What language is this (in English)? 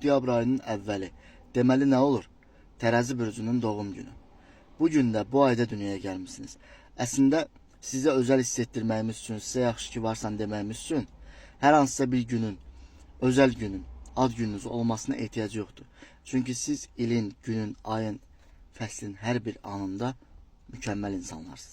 Azerbaijani